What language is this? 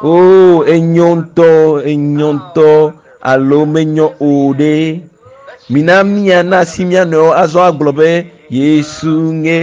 Ewe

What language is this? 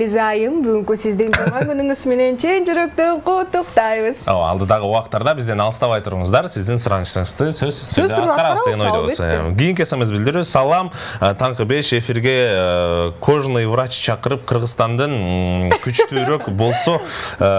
Kyrgyz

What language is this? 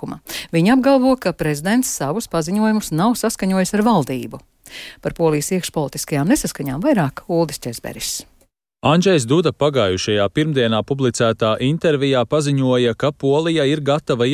Latvian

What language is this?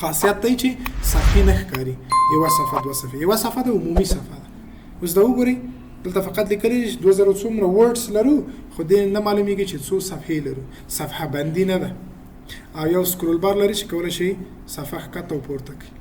Pashto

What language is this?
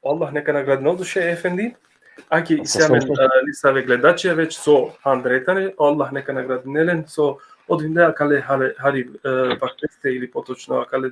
Balkan Romani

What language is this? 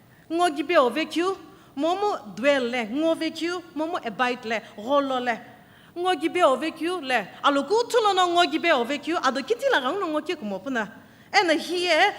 Sumi Naga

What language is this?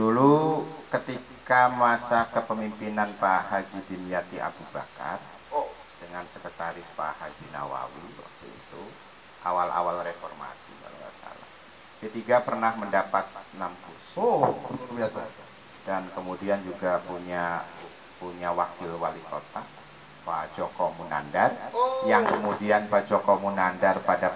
Indonesian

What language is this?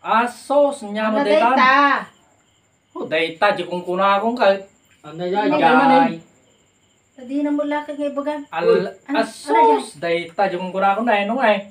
Iloko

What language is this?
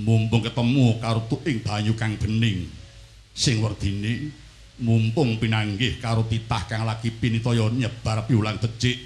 Javanese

